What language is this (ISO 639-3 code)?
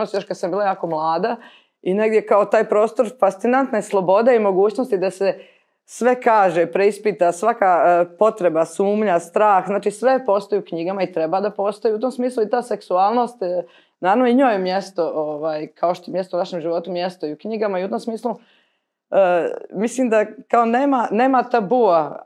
hrv